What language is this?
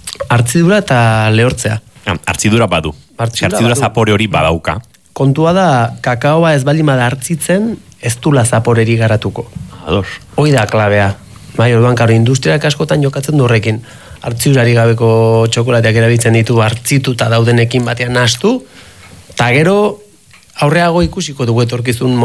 Basque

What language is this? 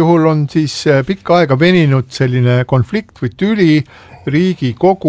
Estonian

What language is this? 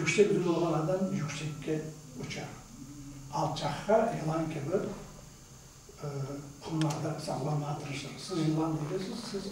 Crimean Tatar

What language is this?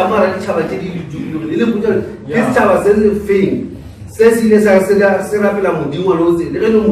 Northern Sotho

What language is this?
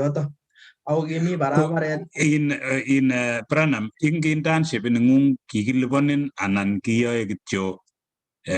Kalenjin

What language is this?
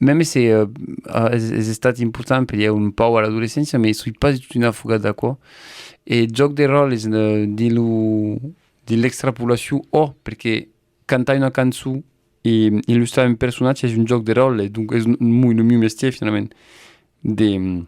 Occitan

